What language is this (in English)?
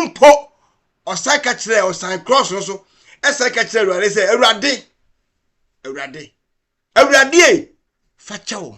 Akan